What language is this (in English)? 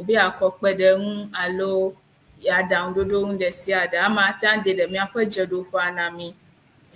Ewe